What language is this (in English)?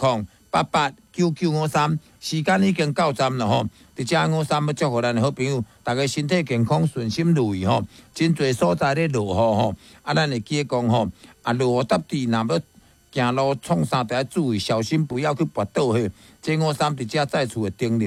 Min Nan Chinese